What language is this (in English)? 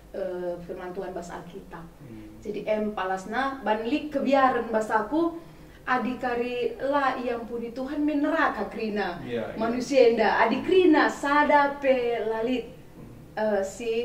Batak Karo